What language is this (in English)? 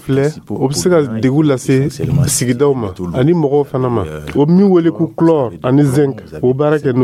Dyula